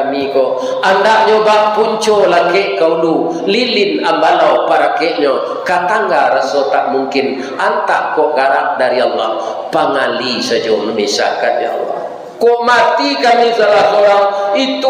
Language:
Minangkabau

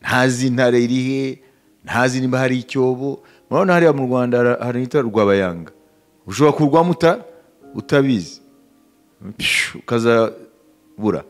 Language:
Kinyarwanda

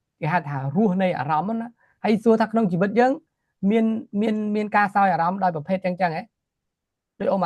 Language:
Khmer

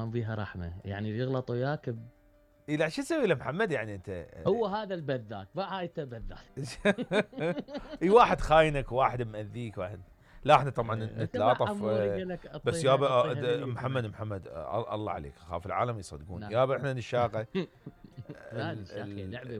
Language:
Mesopotamian Arabic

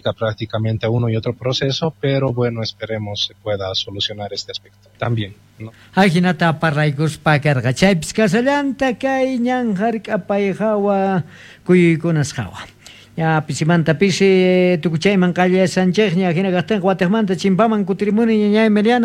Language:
South Bolivian Quechua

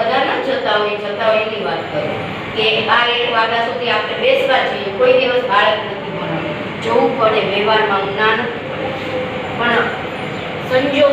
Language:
Gujarati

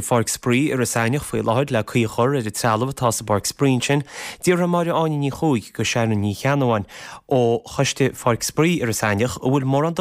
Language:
Irish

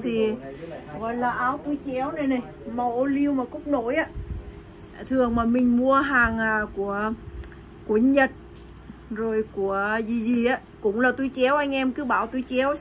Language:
Vietnamese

